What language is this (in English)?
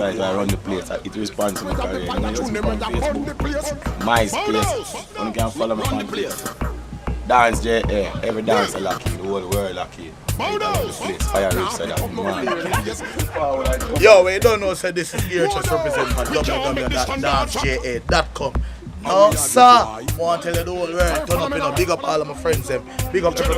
Jamaican Creole English